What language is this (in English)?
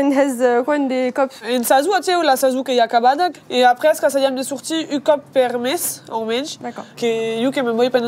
Occitan